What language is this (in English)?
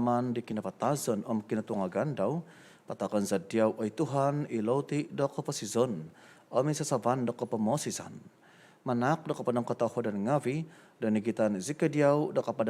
Central Dusun